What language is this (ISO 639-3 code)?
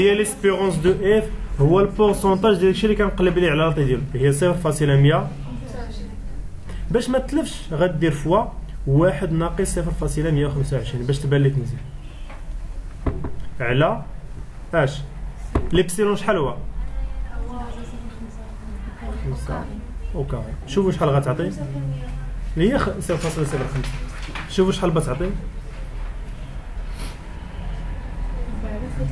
ary